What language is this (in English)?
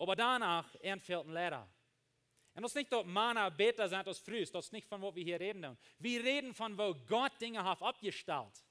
Plautdietsch